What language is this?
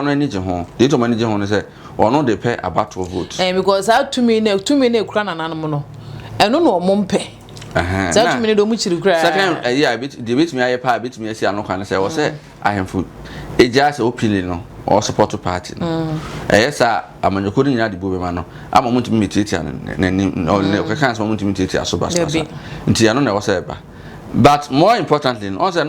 Akan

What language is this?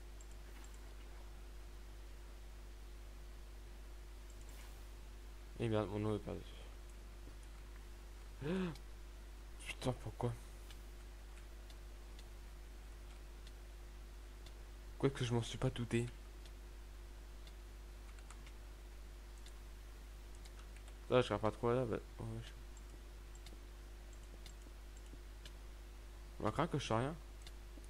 French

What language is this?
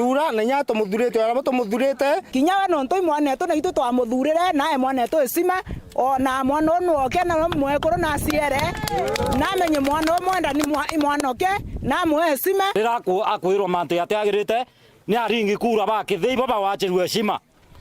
Meru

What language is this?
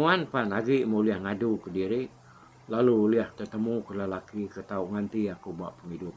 Iban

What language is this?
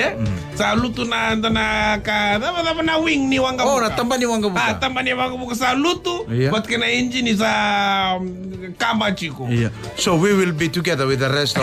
Fijian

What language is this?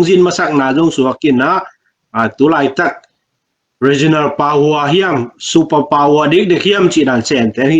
Tedim Chin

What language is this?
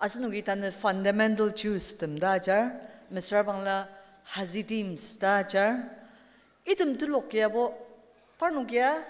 Ao Naga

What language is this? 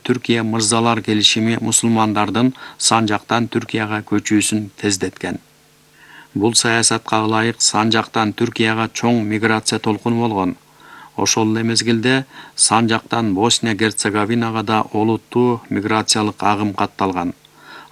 Kyrgyz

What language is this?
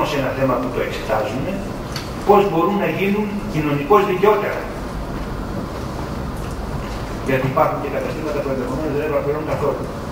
Greek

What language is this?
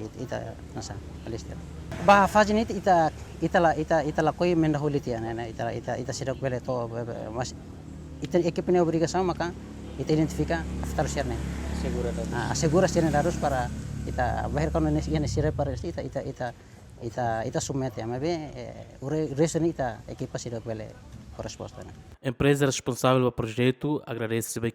Tetum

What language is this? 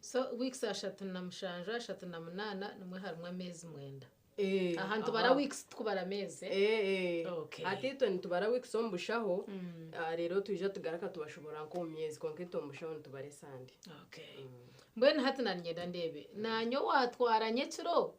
Nyankole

